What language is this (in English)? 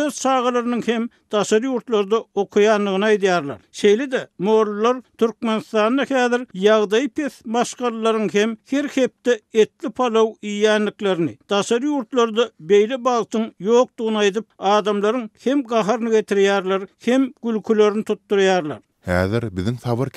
Turkmen